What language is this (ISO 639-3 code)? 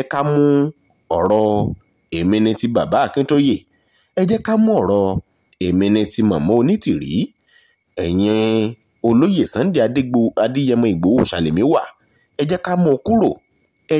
yor